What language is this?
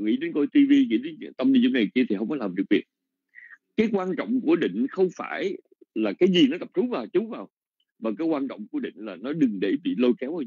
Vietnamese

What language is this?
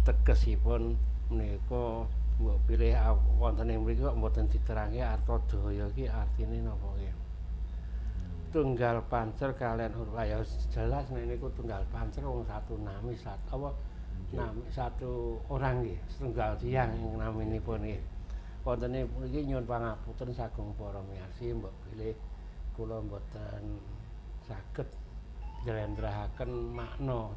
Javanese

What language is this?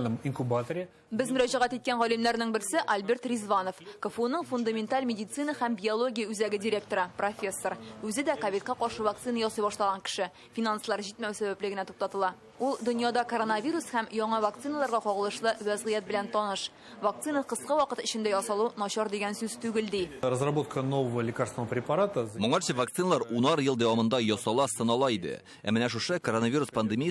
Tatar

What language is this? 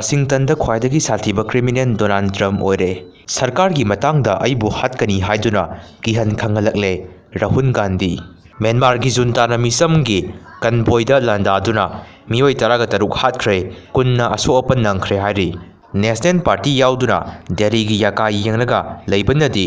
Manipuri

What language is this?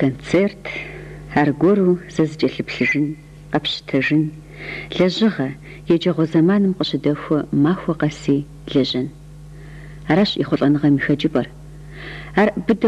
Kabardian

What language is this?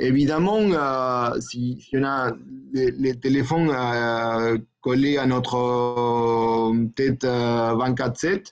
French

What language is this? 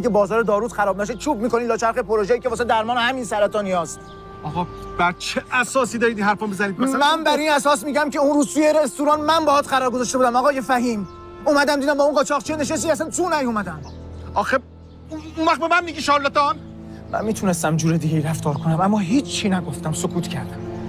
Persian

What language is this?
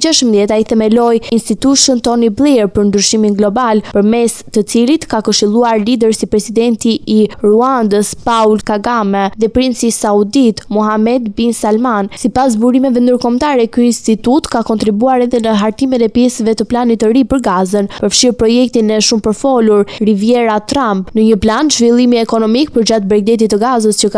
Albanian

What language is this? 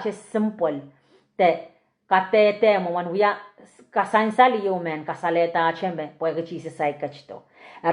Pohnpeian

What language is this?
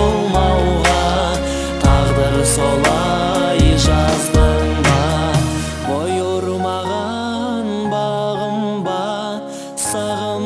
Kazakh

